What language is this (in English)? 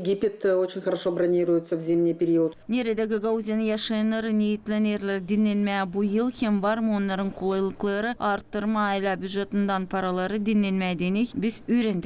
Gagauz